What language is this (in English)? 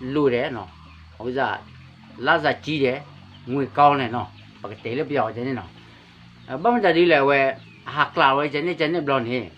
S'gaw Karen